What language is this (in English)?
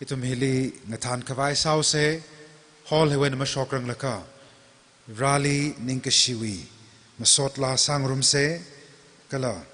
Tangkhul Naga (India)